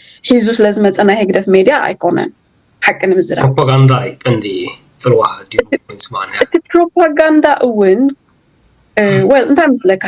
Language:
Tigrinya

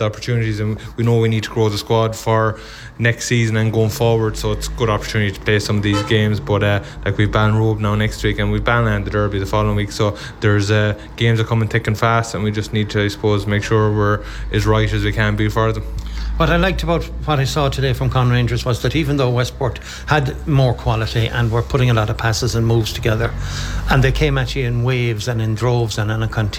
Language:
English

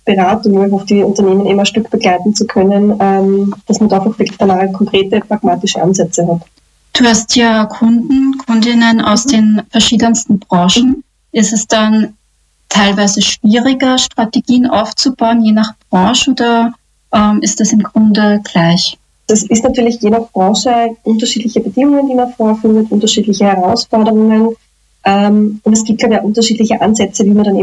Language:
German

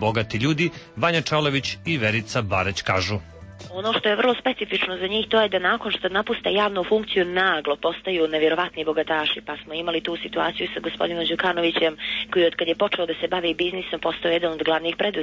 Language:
Serbian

